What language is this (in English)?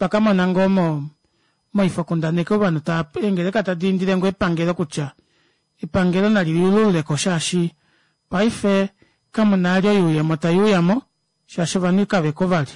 Kuanyama